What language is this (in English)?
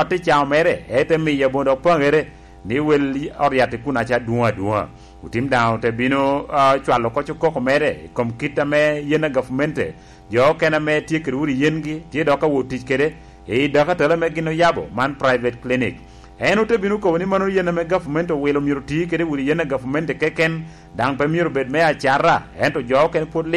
Lango (Uganda)